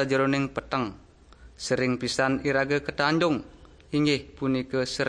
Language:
Balinese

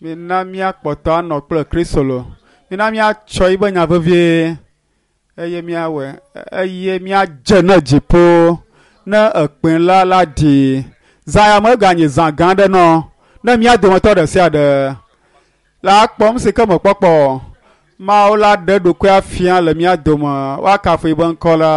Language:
Ewe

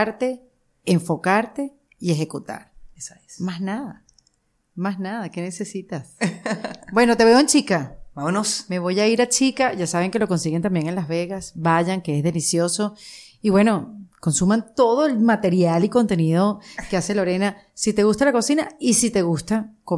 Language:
Spanish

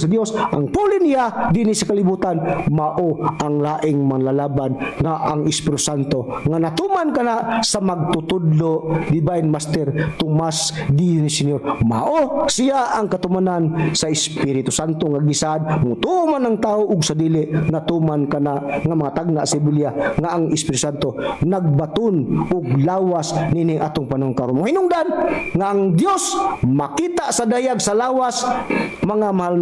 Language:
Cebuano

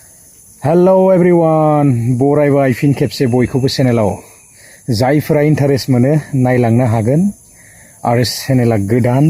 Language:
Bodo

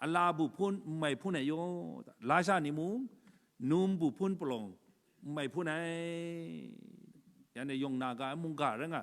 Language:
Kachin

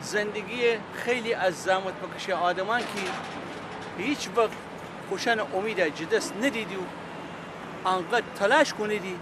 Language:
Gilaki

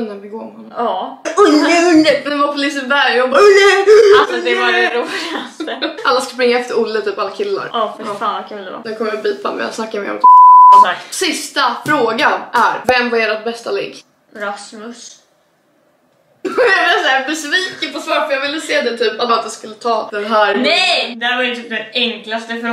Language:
Swedish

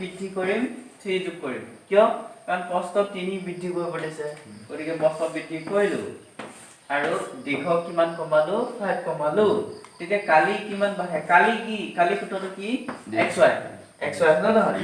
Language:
Assamese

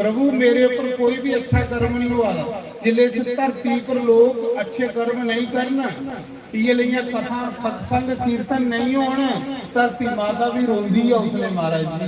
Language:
Dogri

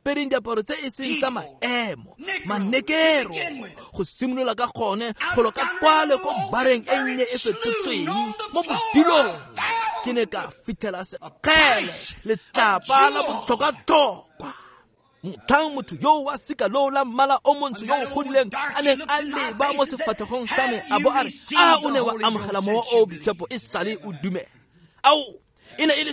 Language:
Tswana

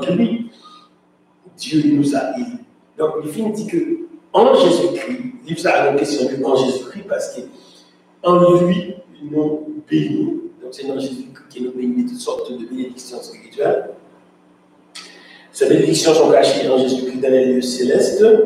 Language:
French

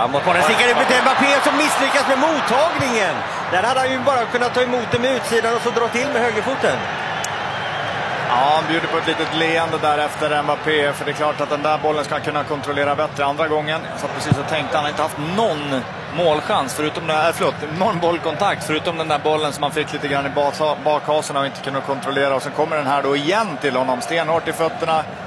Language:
Swedish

